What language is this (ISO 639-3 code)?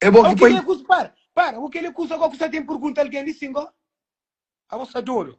kea